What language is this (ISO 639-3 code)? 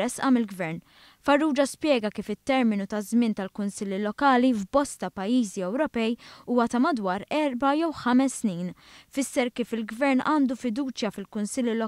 mlt